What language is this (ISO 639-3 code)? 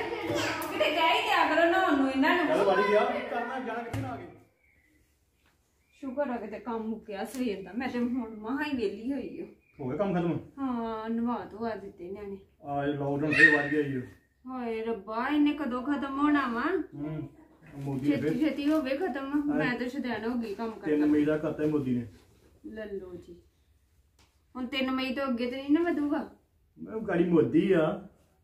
pan